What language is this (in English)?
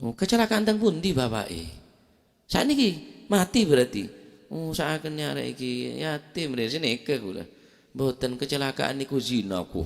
Madurese